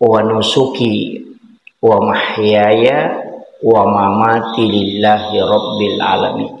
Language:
Buginese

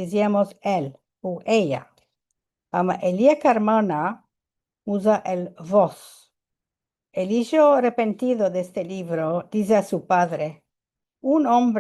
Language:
Ladino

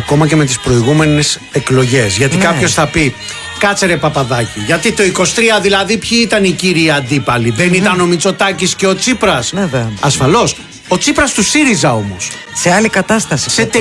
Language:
Greek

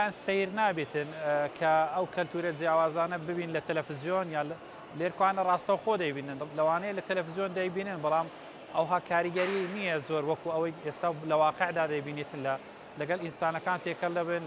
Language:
Central Kurdish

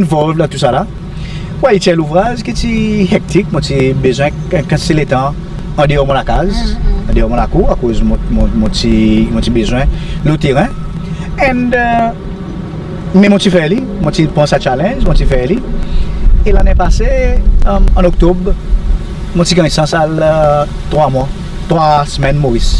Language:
Seselwa Creole French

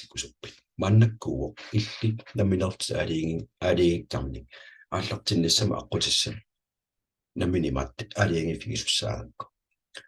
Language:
Kalaallisut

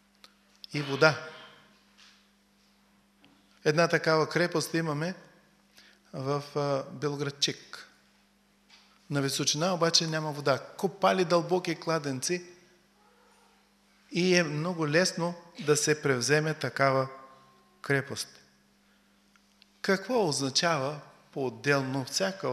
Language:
Bulgarian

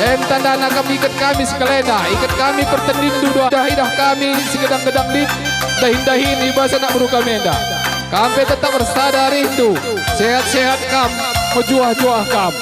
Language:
Batak Karo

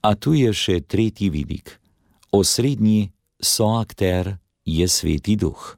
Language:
Slovenian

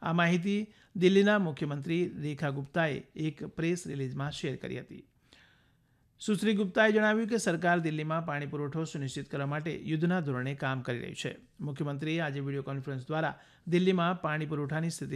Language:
Gujarati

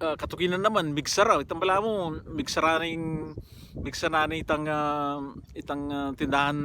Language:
Pampanga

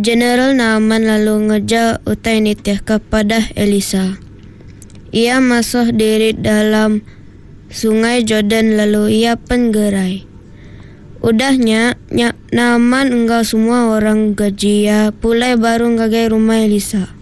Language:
Iban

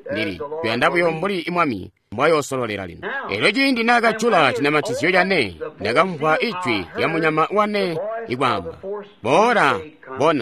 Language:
Tonga (Zambia)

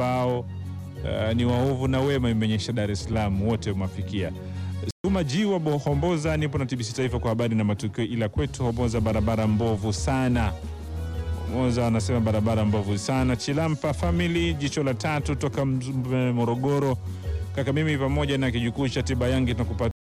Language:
Swahili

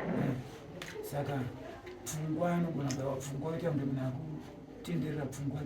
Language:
Shona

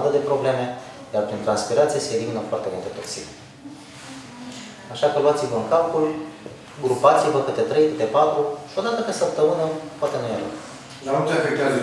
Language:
Romanian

